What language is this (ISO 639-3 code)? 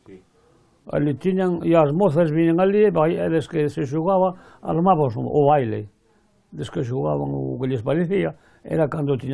glg